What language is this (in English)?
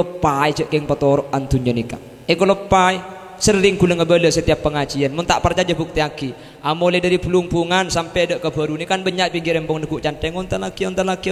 Madurese